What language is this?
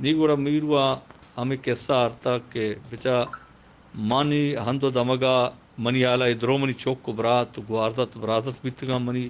Eastern Balochi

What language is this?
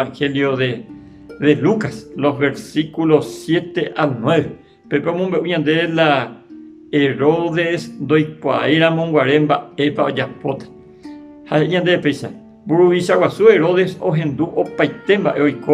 Guarani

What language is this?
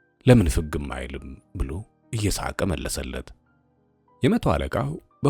Amharic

